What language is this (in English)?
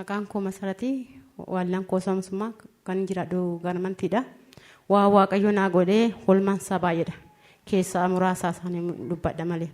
Oromo